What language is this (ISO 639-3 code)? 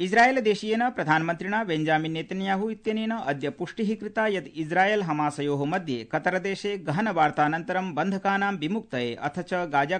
san